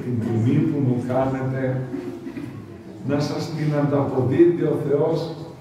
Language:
Greek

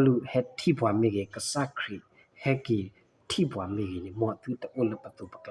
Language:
S'gaw Karen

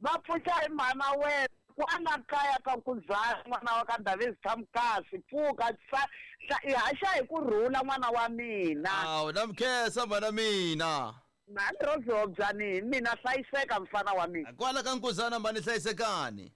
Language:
Tsonga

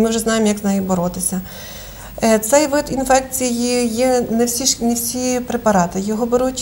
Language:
Ukrainian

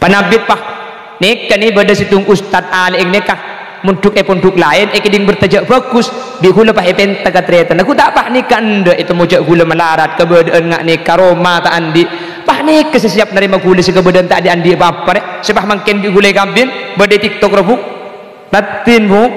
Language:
Madurese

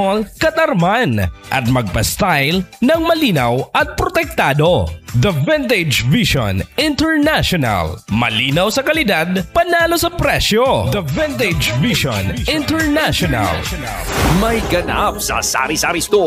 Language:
Filipino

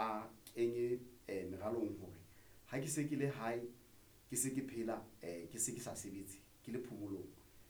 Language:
Southern Sotho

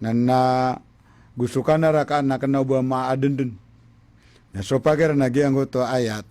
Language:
Maranao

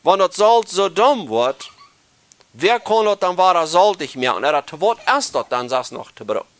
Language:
Plautdietsch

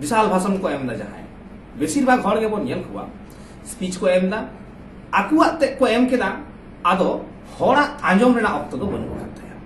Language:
Santali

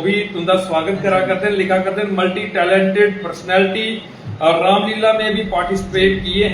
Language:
Dogri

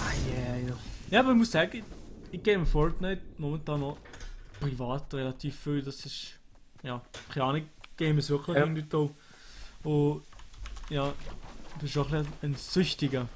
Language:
Swiss German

